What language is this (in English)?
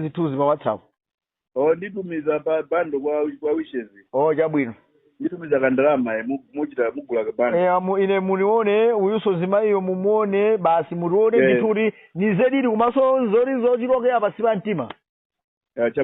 Nyanja